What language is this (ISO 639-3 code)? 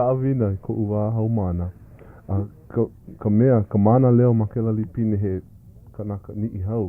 haw